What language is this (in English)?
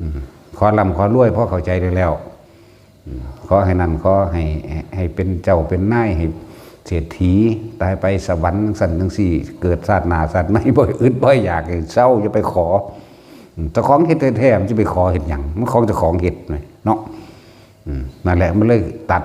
Northeastern Thai